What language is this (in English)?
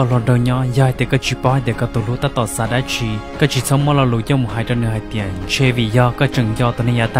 Hmong